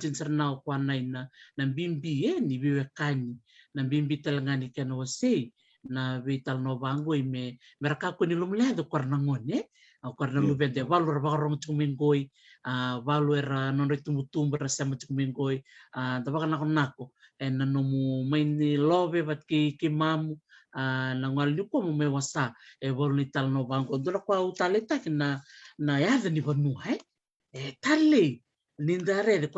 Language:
Fijian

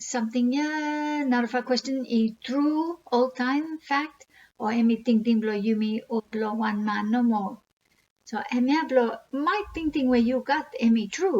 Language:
Bislama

